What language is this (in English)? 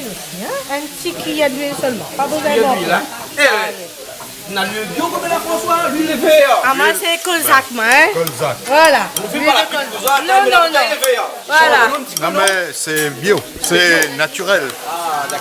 Réunion Creole French